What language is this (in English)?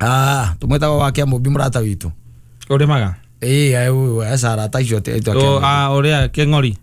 Kikuyu